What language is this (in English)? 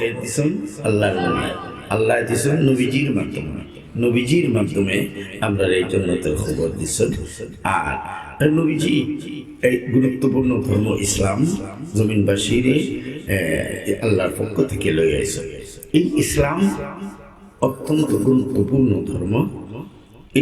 Sylheti